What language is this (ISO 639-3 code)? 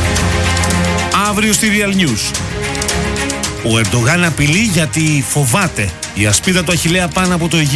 ell